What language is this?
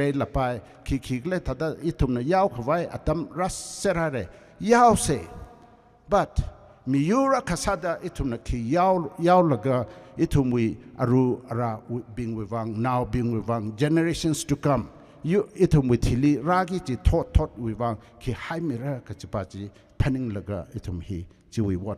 Tangkhul Naga (India)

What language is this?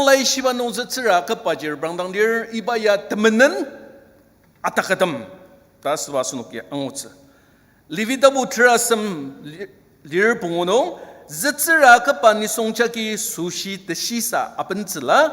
Ao Naga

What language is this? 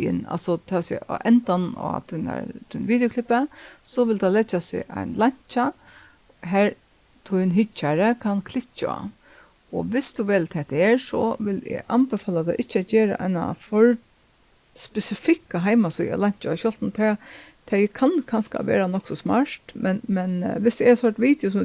Faroese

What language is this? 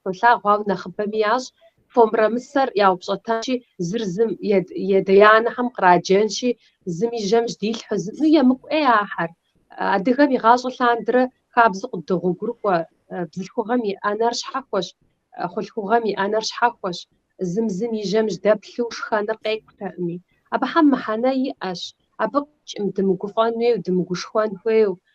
Kabardian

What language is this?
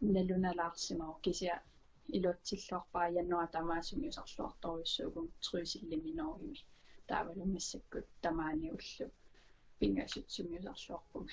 Kalaallisut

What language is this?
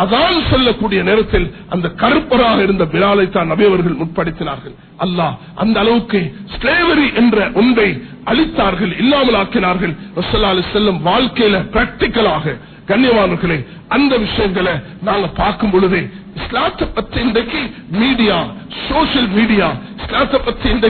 Tamil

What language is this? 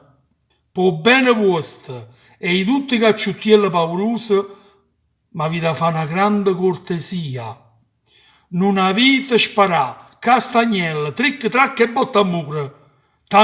Neapolitan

